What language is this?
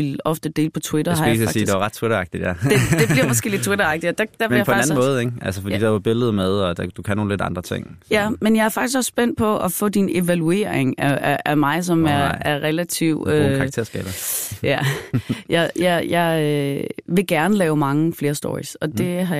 Danish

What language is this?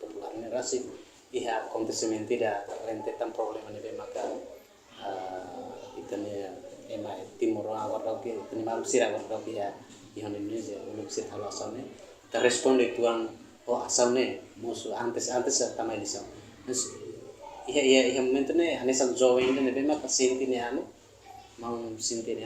Tetum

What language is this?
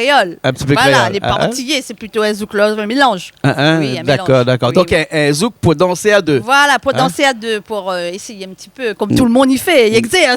Réunion Creole French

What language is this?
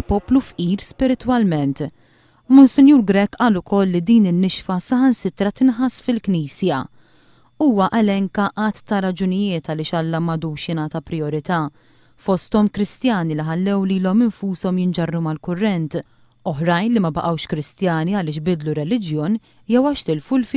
Maltese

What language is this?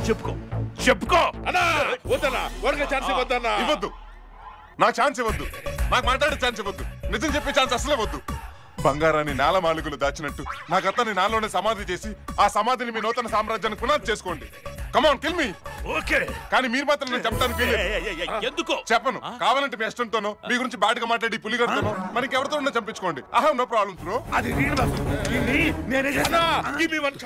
Telugu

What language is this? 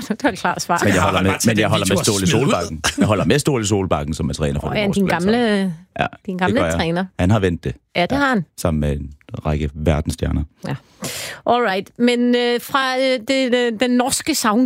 Danish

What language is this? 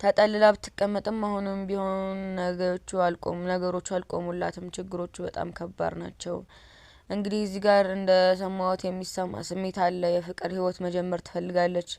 Amharic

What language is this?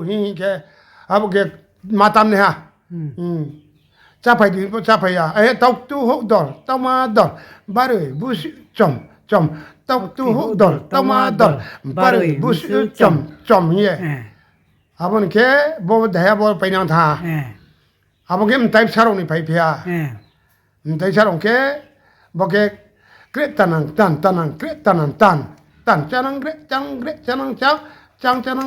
Riang (India)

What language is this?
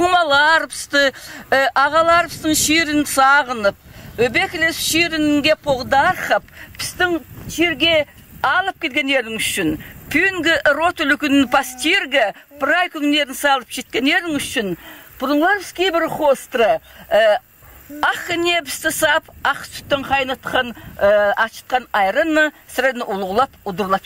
Khakas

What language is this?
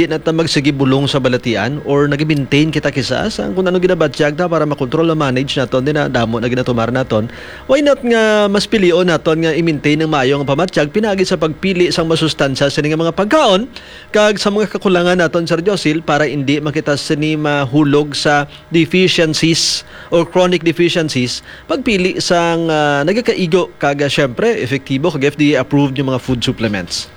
Hiligaynon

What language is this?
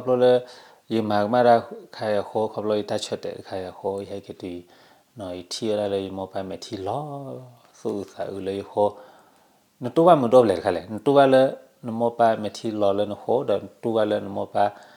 S'gaw Karen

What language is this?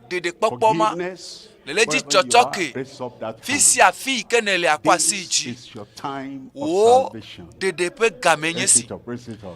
Ewe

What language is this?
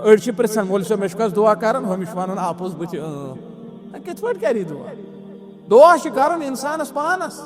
Kashmiri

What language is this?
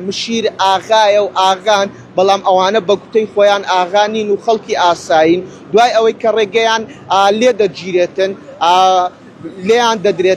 Central Kurdish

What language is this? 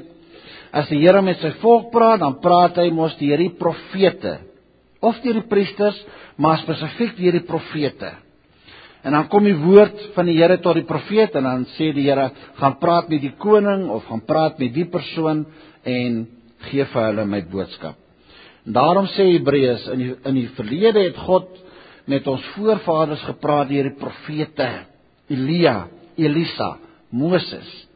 Afrikaans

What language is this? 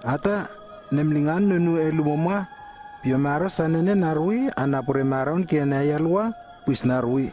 Lewo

